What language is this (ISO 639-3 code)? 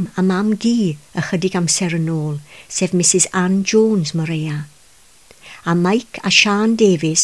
cym